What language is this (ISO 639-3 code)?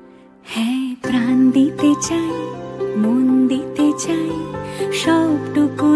ben